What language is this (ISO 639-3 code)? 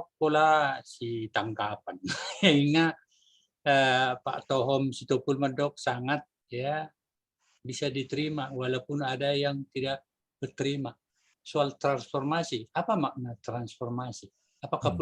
bbc